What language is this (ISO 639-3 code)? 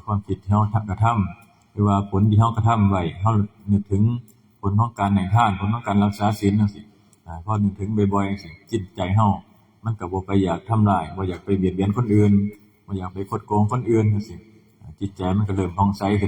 tts